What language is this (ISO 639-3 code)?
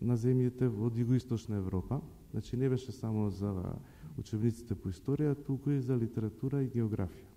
mkd